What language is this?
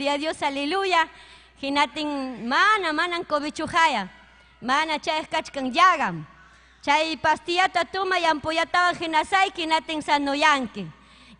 Ayacucho Quechua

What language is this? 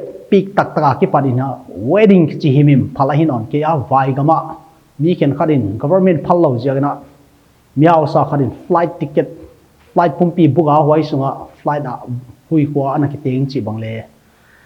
Paite Chin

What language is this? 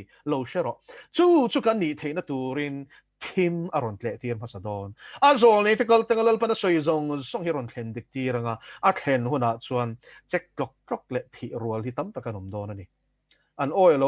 Mizo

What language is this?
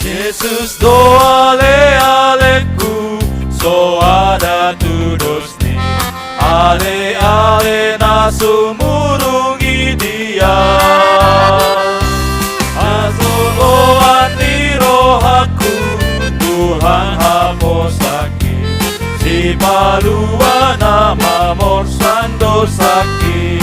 Batak Toba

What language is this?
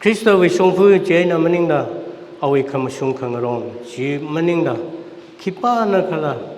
Tangkhul Naga (India)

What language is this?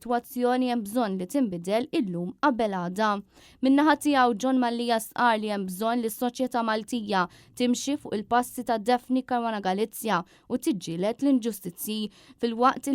Maltese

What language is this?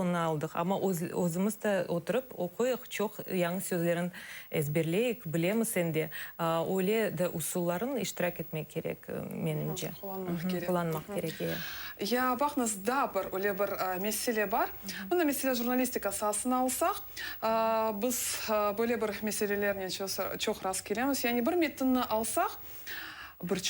Crimean Tatar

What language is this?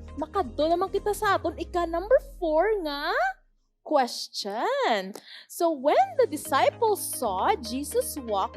Hiligaynon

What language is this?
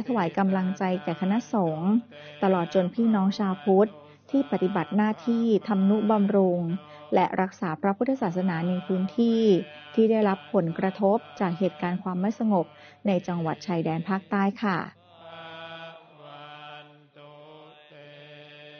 Thai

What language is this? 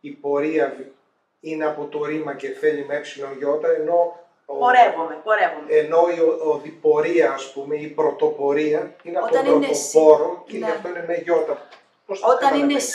Greek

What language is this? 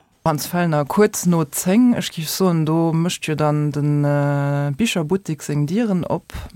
Luxembourgish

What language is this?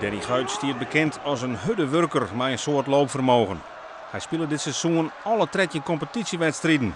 Western Frisian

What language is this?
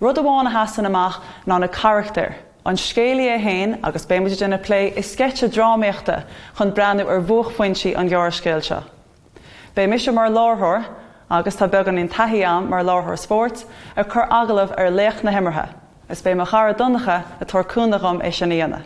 Irish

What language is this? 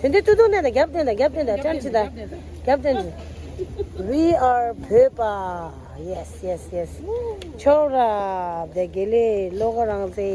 Tibetan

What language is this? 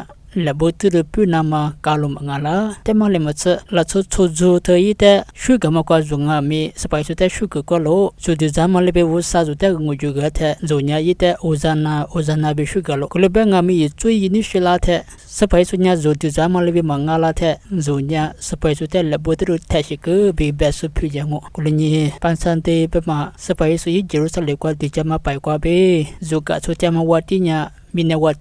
Lisu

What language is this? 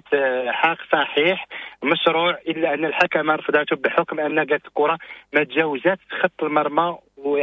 Moroccan Arabic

